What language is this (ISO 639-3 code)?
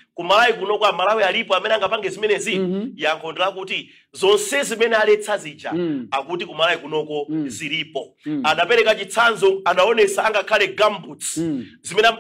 nya